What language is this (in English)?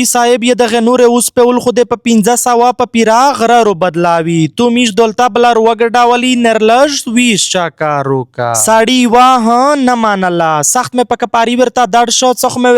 Pashto